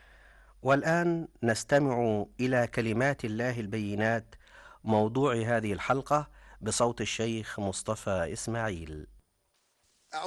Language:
Arabic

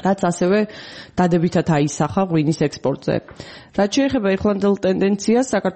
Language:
Georgian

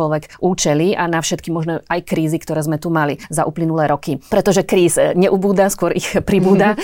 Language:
Slovak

